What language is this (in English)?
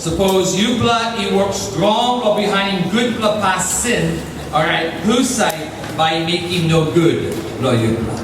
Tok Pisin